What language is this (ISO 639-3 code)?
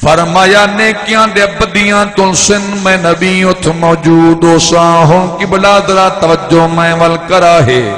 skr